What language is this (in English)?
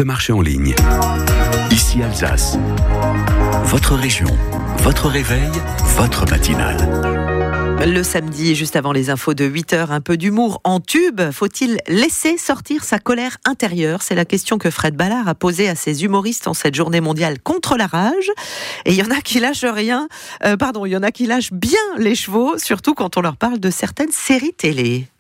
French